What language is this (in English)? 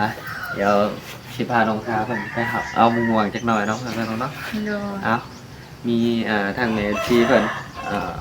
Northeastern Thai